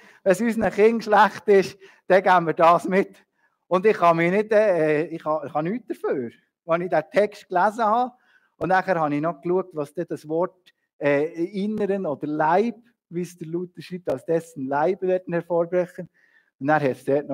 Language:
Swiss German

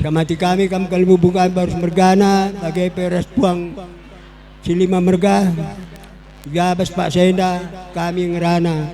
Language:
Batak Karo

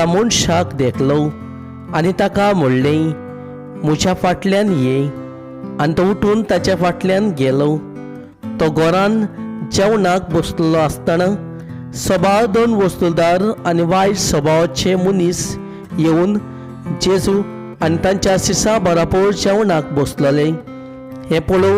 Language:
Konkani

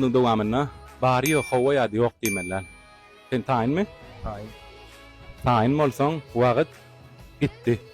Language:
Turkmen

